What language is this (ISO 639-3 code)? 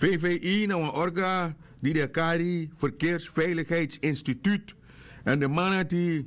srn